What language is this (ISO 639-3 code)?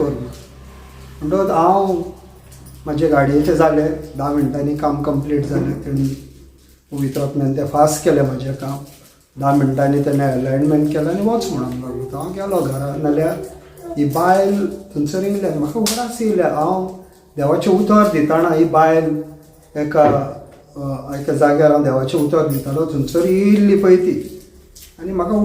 kok